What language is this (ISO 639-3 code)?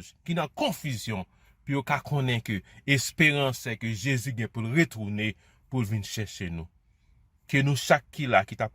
hat